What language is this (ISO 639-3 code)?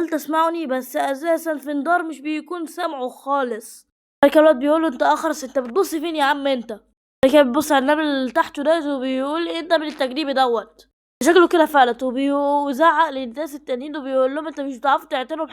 arz